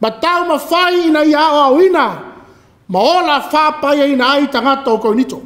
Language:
Samoan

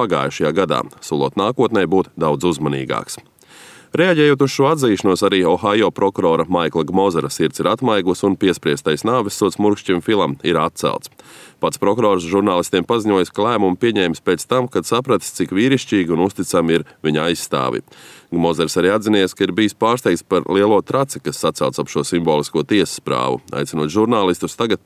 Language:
Latvian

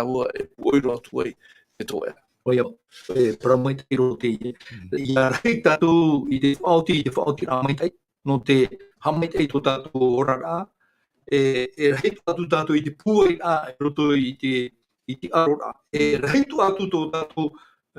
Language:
Tahitian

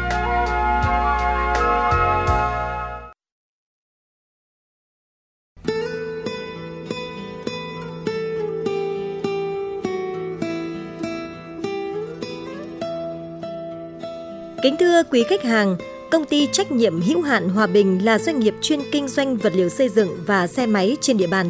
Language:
Vietnamese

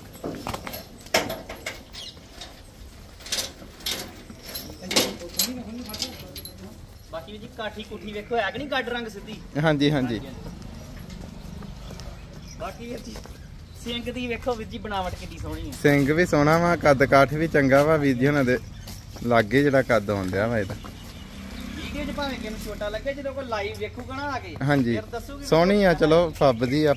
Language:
Punjabi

